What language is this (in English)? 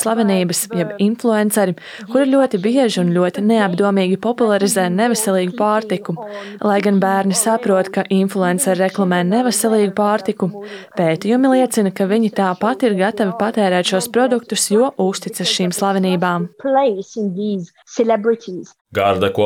Latvian